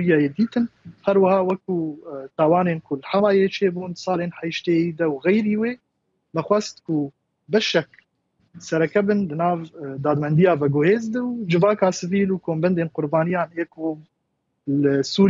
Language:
Kurdish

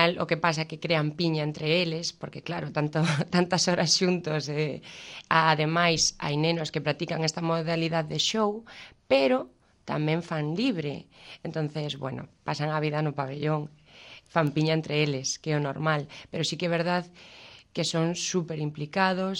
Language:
Galician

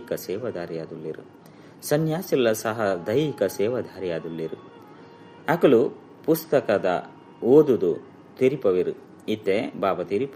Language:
Tulu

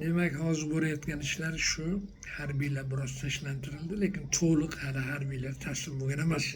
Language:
Uzbek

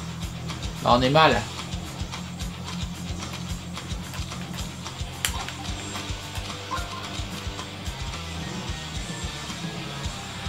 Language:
French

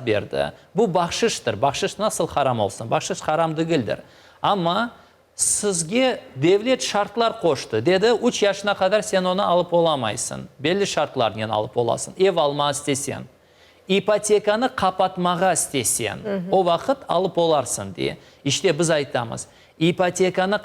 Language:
Crimean Tatar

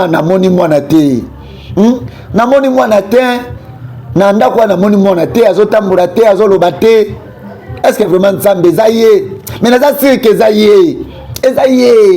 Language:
Lingala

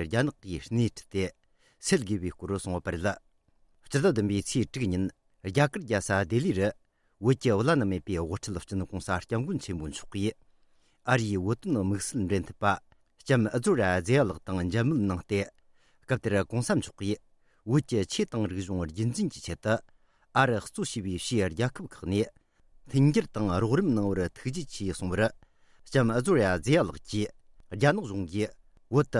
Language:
Tibetan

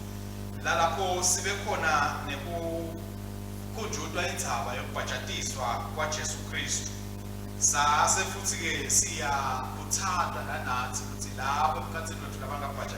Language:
Swati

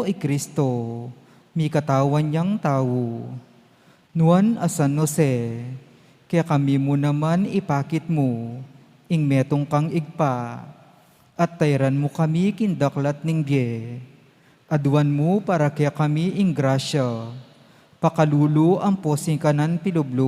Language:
Pampanga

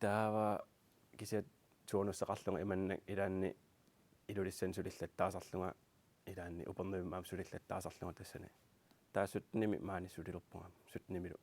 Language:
Kalaallisut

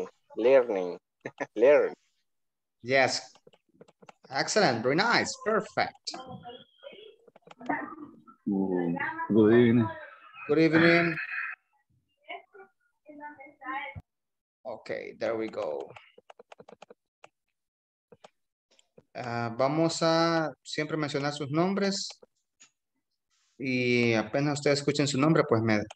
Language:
Spanish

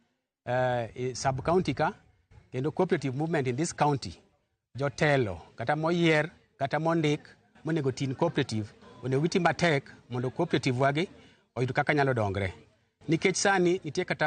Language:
Luo (Kenya and Tanzania)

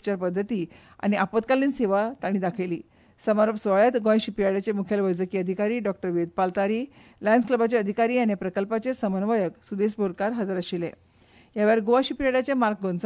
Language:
Konkani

